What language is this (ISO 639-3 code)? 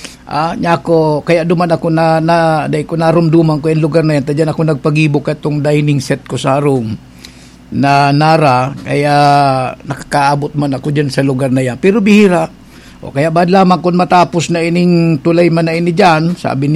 bik